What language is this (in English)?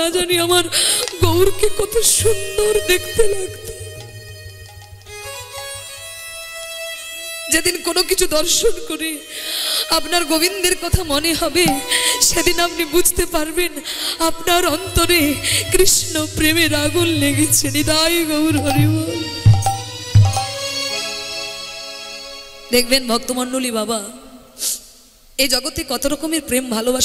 Bangla